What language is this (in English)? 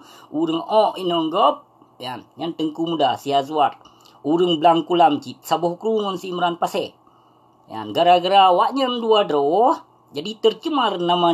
Achinese